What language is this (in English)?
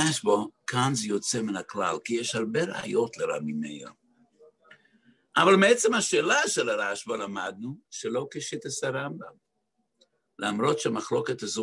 Hebrew